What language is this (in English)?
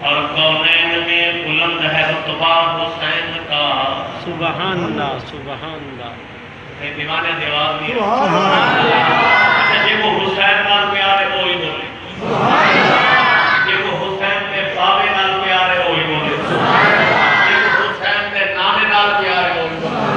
Saraiki